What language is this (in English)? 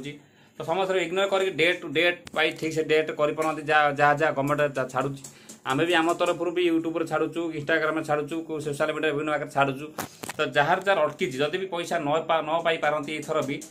Odia